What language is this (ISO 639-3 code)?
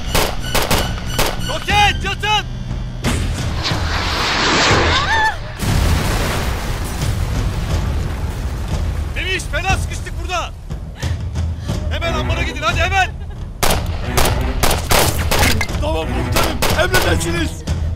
tur